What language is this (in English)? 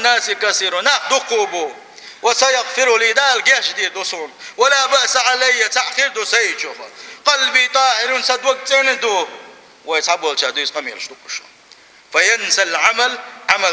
Chechen